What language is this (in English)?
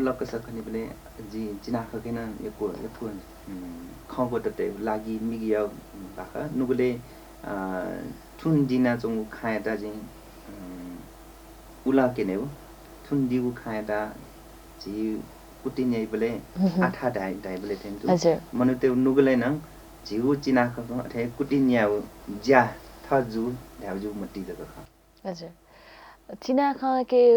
Newari